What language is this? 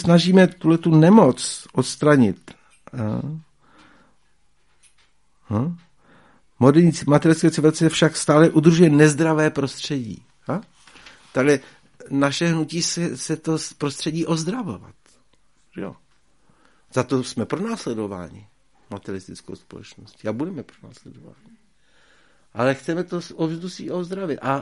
Czech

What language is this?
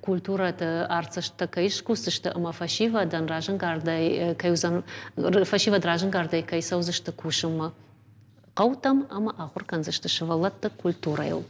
Ossetic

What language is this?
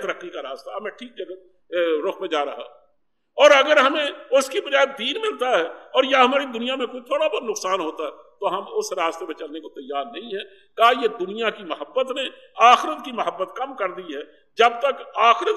Urdu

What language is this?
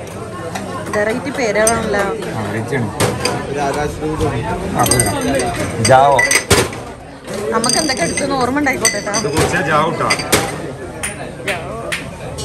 Malayalam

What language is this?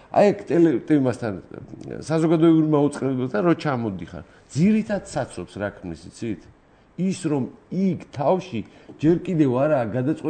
Georgian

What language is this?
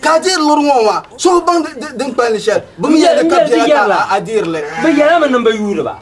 Dagbani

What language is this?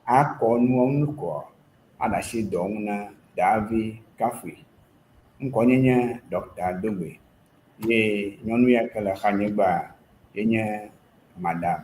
Ewe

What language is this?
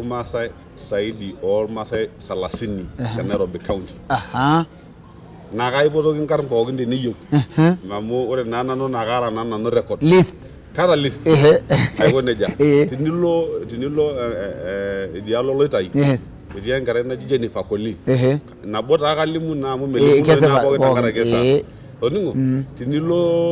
Masai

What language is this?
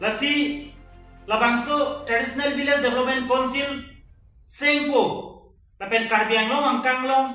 Karbi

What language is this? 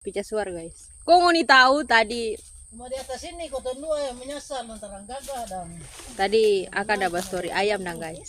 Manado Malay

